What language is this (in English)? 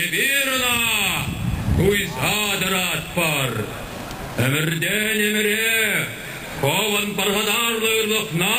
Chuvash